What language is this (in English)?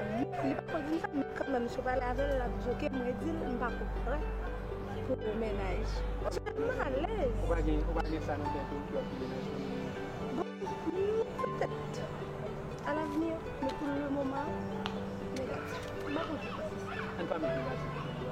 Haitian Creole